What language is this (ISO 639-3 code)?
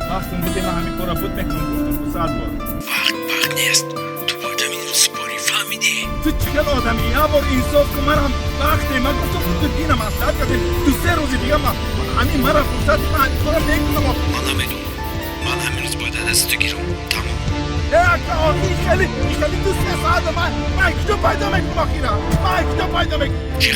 tgk